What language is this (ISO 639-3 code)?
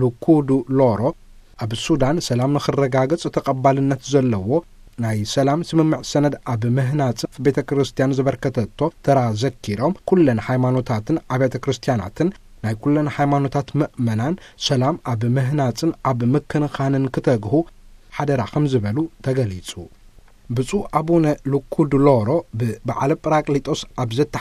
tir